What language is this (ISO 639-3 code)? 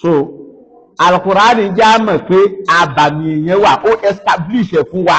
yor